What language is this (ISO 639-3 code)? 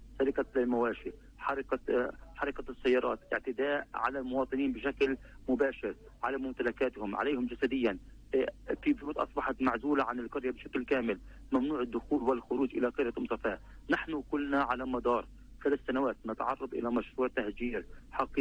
ara